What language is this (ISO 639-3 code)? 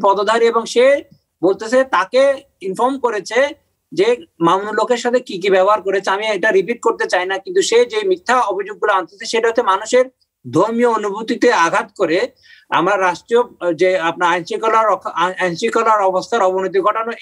ben